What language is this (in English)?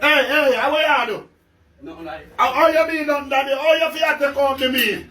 Jamaican Creole English